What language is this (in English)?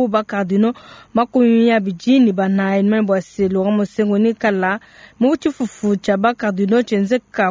Luba-Lulua